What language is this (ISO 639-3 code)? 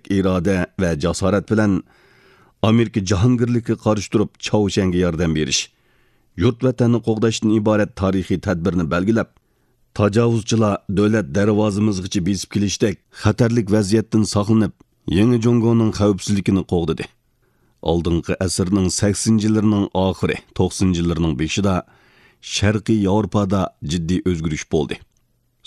uig